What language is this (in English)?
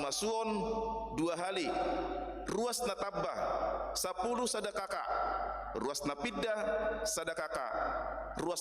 Batak Toba